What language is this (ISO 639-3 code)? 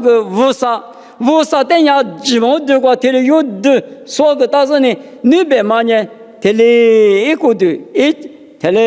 lis